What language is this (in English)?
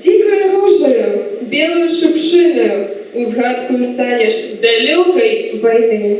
Belarusian